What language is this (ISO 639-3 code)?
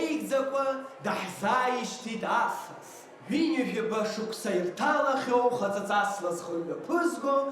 abk